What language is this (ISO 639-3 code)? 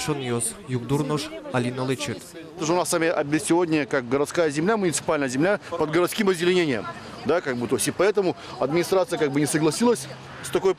udm